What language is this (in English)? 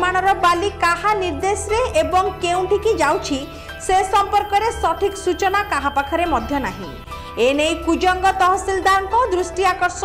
Odia